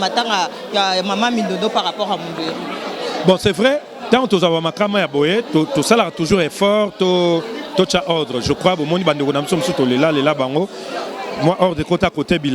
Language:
Lingala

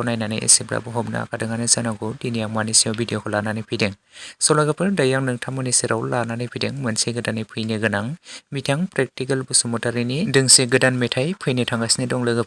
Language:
Bodo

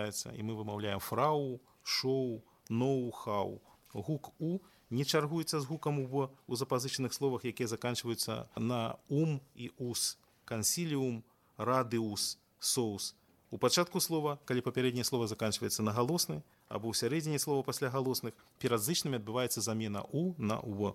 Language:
Belarusian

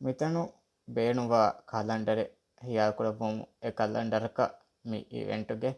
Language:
Divehi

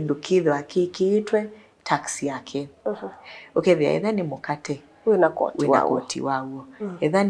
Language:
Kamba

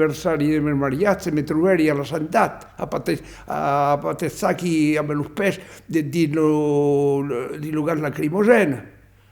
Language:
Occitan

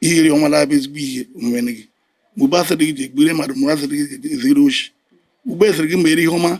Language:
Igbo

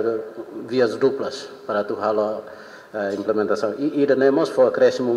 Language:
Tetum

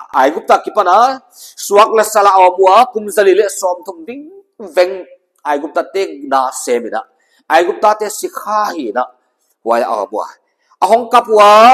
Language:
Paite Chin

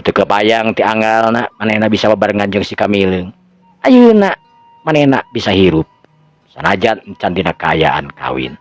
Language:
Sundanese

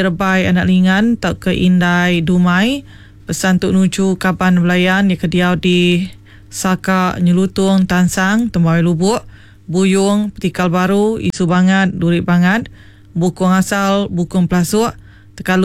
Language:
Iban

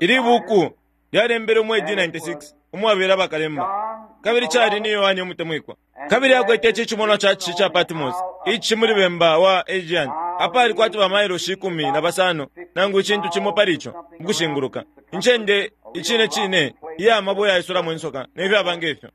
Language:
Bemba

